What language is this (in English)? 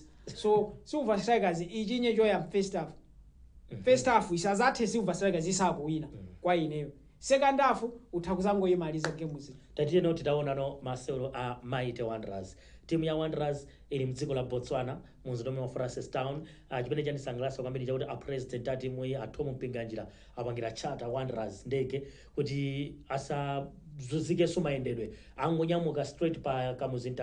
Nyanja